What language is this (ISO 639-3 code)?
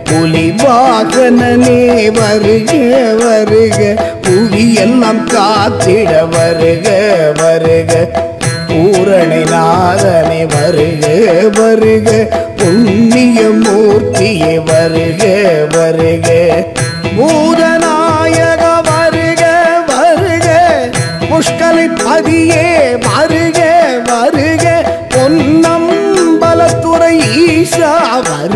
tam